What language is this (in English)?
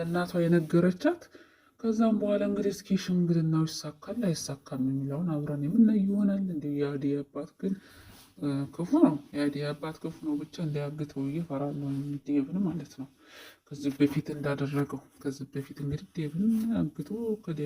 Amharic